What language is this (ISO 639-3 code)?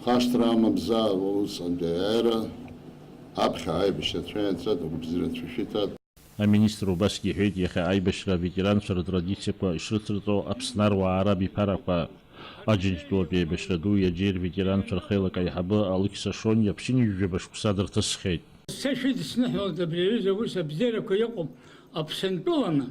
abk